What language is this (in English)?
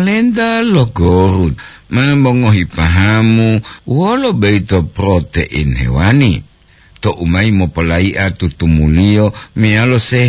Gorontalo